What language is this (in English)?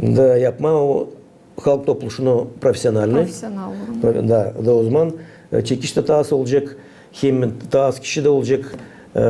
Gagauz